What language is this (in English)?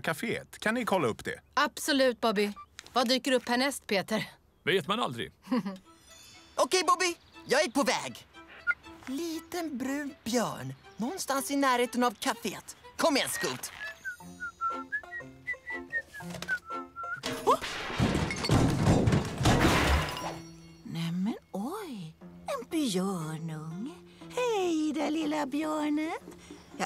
Swedish